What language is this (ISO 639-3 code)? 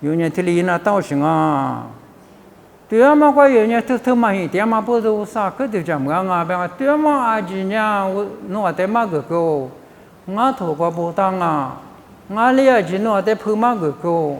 lis